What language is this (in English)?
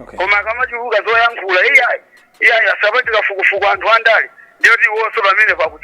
Nyanja